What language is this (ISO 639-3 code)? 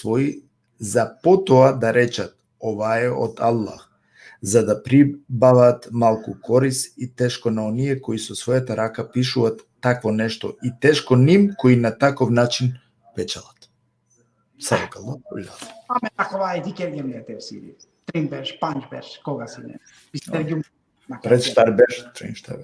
rmn